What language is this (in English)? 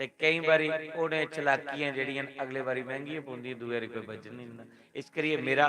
Dogri